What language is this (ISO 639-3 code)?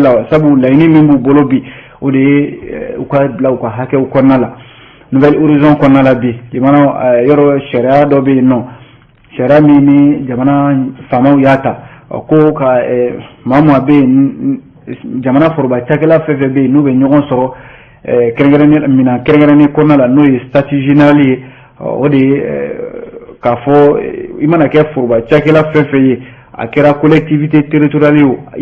bam